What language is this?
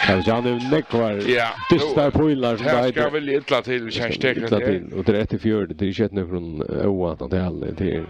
Faroese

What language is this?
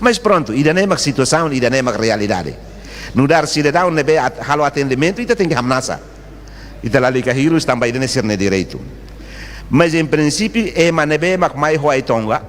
Tetum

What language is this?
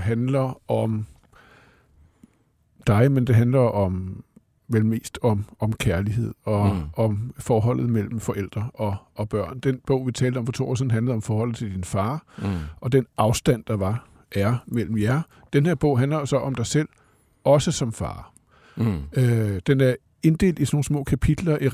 Danish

